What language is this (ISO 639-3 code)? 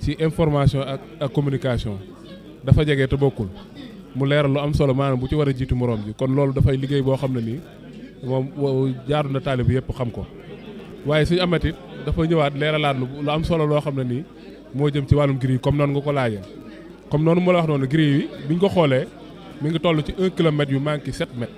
wol